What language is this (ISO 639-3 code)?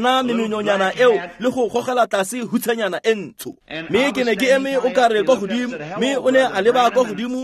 tsn